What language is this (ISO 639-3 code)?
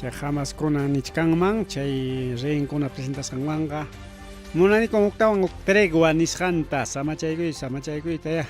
quy